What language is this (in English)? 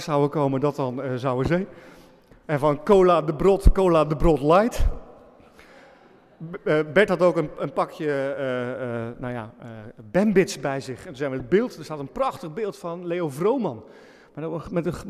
Dutch